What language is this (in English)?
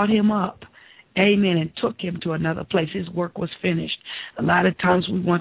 English